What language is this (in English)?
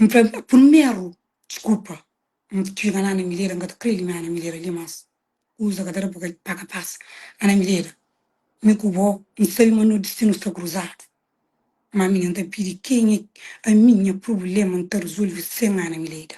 Kabuverdianu